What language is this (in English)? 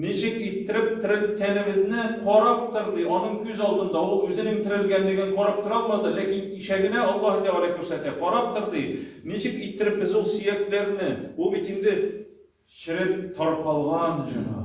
Tatar